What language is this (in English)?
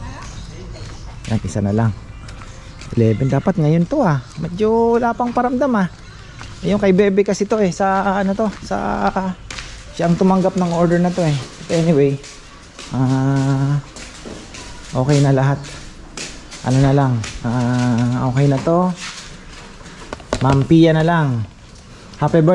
Filipino